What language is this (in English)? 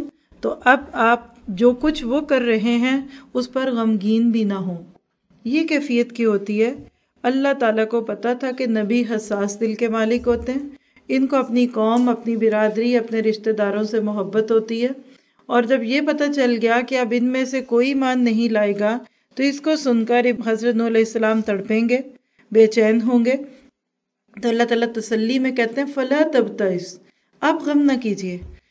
Urdu